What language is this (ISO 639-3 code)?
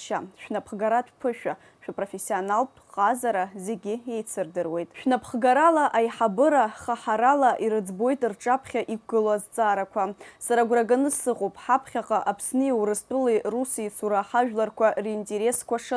abk